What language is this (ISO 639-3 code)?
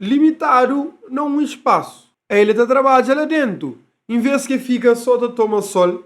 kea